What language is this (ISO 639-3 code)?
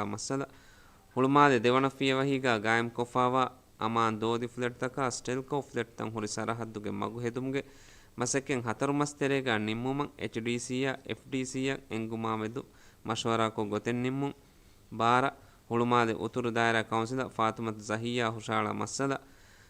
div